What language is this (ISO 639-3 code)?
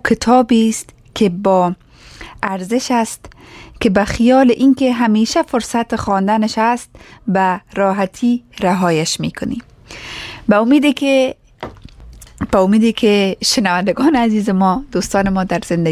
fas